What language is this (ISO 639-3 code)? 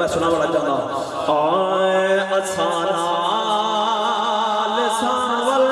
skr